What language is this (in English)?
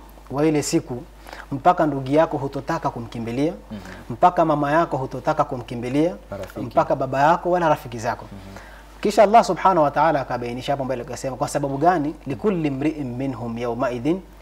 Swahili